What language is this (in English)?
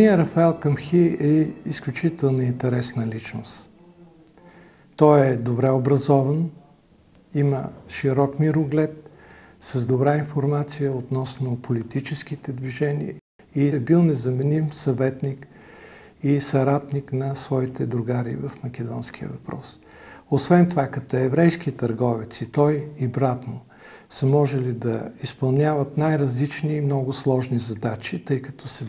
Bulgarian